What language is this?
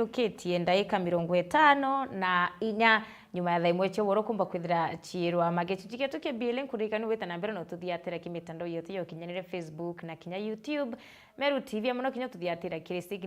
Meru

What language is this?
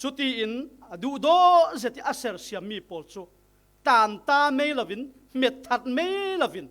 Falam Chin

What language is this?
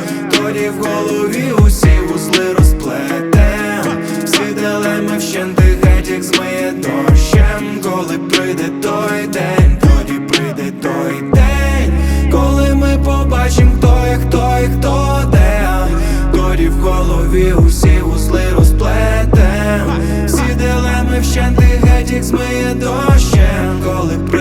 Ukrainian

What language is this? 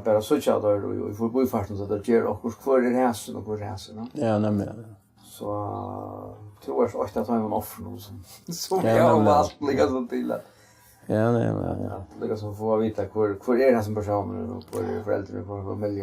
Faroese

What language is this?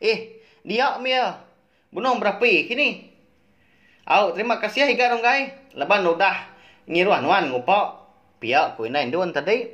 Iban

